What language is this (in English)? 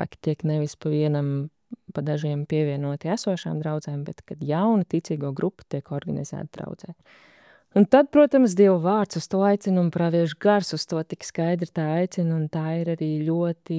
Latvian